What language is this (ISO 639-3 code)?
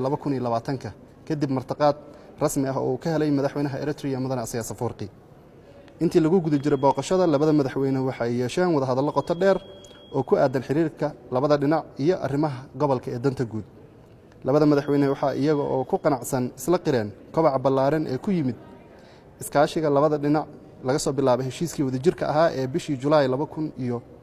som